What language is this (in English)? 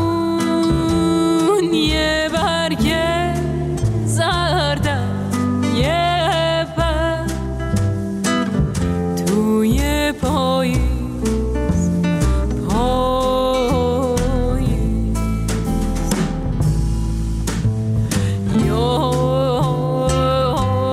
Persian